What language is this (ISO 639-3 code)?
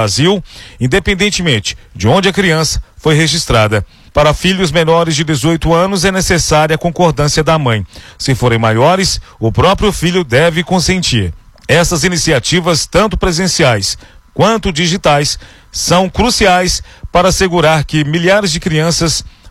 por